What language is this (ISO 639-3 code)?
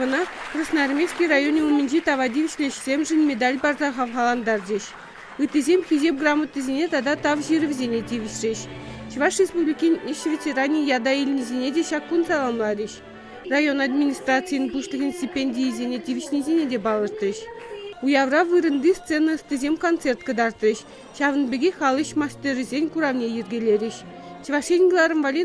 chv